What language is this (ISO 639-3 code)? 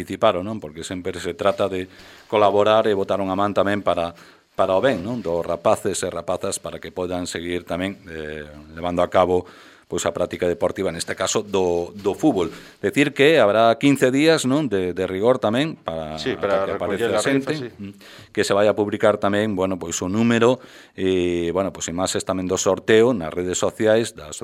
glg